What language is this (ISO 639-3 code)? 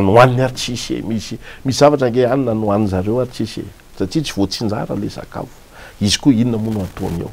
mlg